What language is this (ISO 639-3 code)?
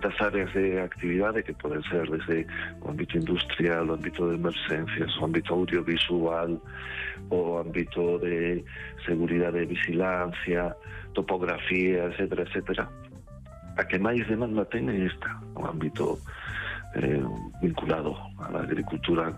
glg